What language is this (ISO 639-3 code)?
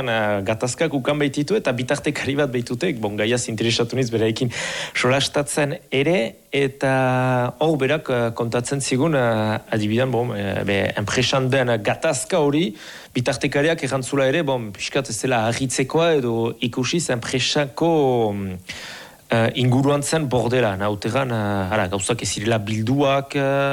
eus